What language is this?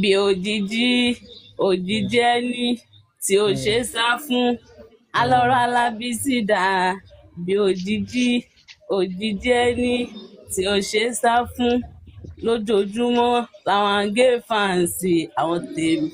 Yoruba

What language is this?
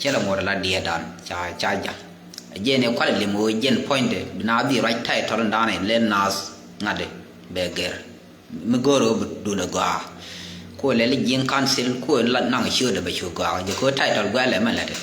Nuer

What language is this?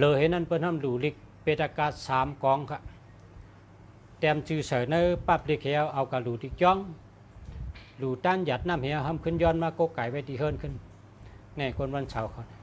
Shan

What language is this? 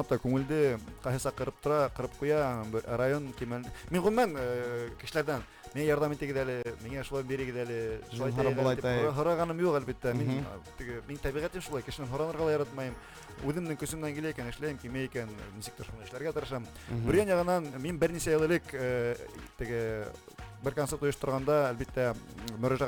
Bashkir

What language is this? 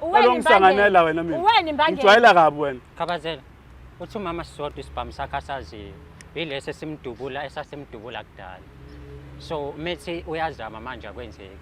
Zulu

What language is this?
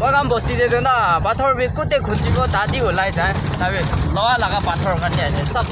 Naga Pidgin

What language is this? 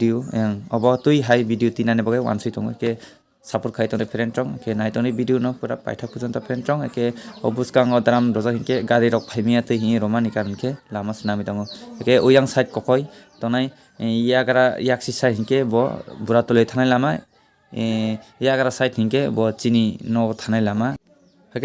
Kok Borok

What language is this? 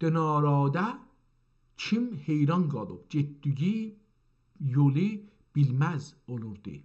South Azerbaijani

